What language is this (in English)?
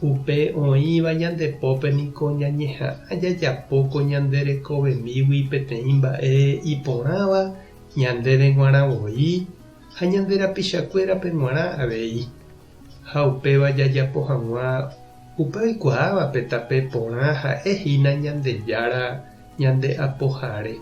Guarani